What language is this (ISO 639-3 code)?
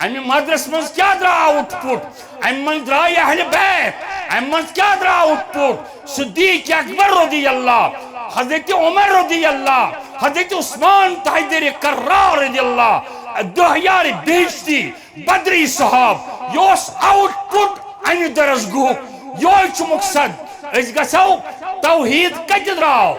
kas